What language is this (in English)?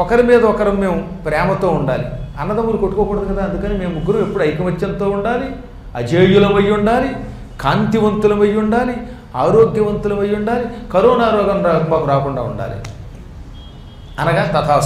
Telugu